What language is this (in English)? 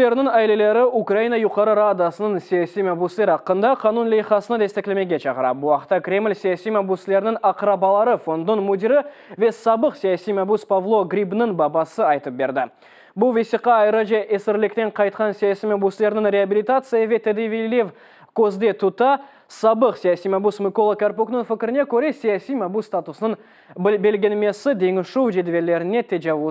Crimean Tatar